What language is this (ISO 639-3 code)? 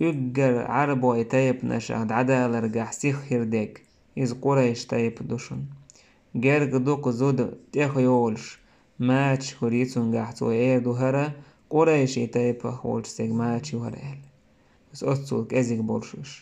che